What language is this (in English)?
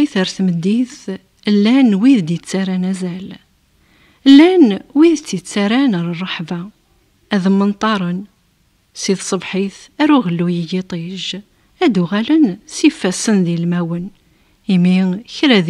Kabyle